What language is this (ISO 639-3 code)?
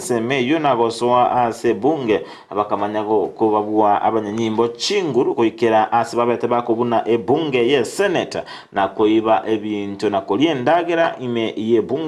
guz